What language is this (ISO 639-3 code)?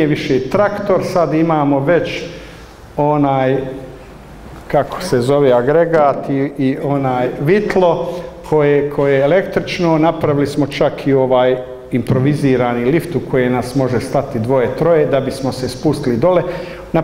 bos